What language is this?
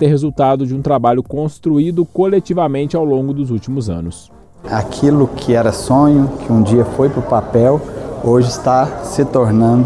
Portuguese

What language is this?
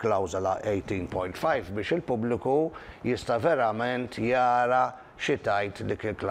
Maltese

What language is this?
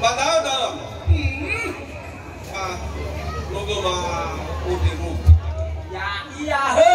Nias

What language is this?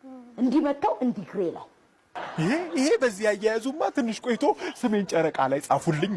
Amharic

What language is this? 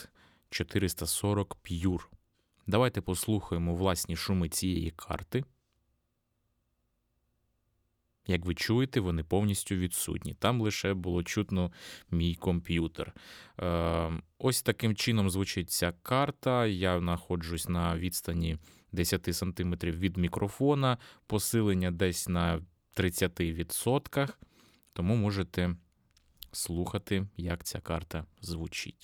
Ukrainian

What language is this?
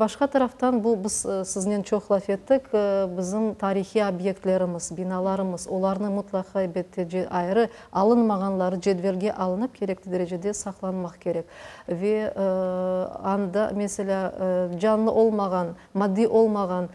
Crimean Tatar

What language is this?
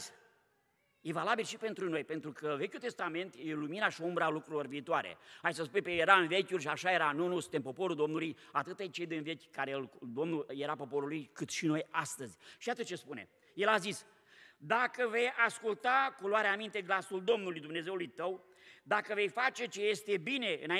Romanian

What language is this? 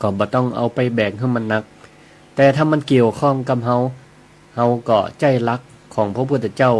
Northern Thai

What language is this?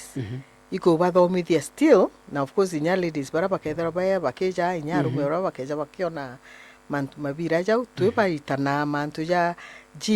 Meru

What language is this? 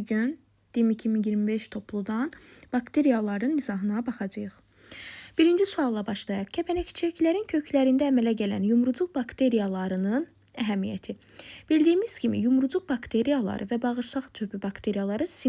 Azerbaijani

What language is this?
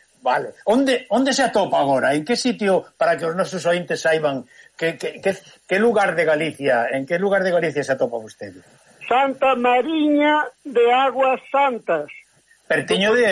Galician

